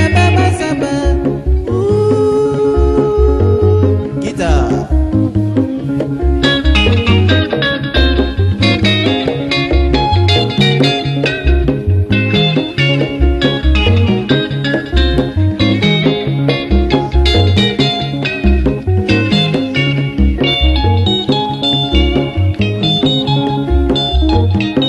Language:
Swahili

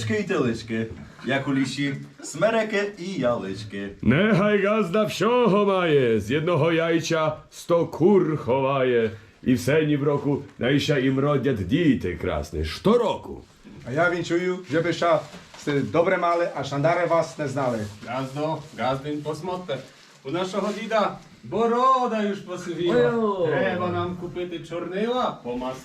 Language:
Rusyn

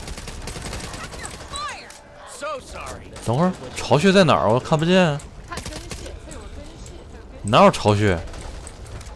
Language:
Chinese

